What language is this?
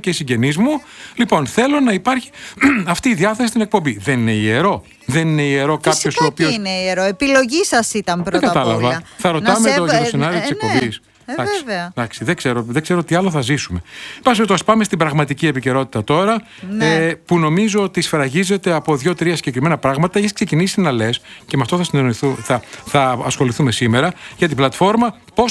Greek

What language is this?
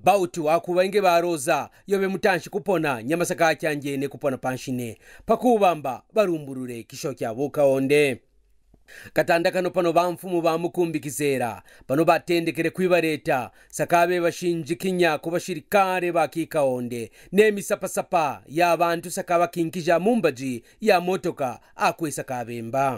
Kaonde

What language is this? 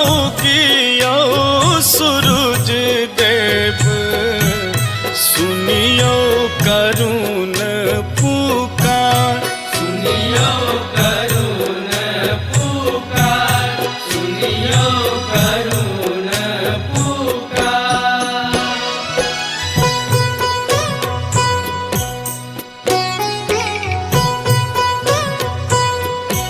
Bhojpuri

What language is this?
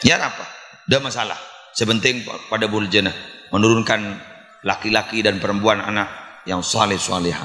Madurese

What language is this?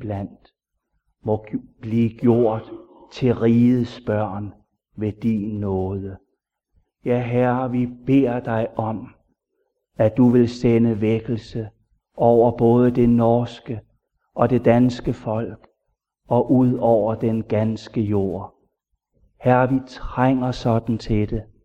Danish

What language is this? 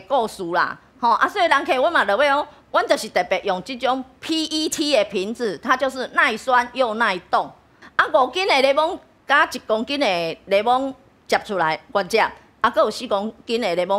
Min Nan Chinese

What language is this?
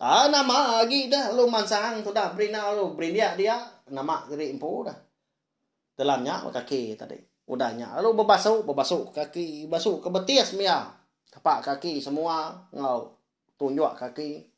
Iban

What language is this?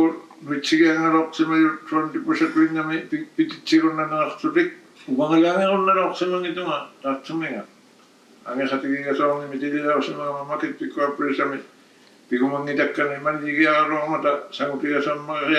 Inuktitut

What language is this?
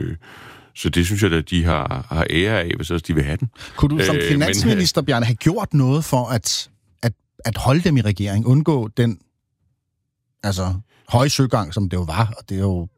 Danish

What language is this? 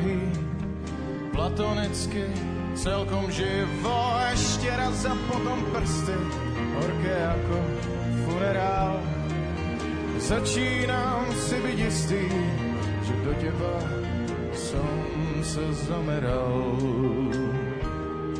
Slovak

